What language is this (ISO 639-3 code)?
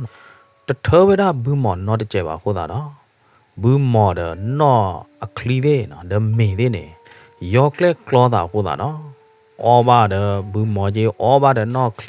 ksw